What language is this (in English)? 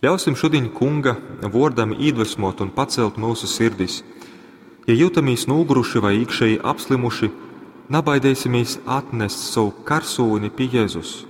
Latgalian